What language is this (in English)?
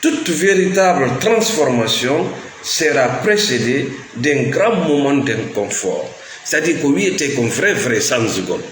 Fula